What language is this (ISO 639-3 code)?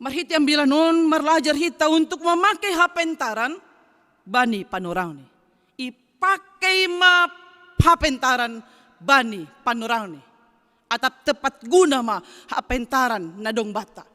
bts